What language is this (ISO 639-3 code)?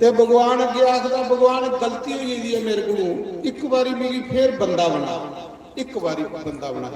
doi